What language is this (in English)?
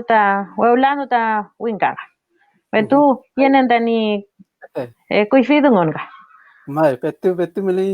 Mapuche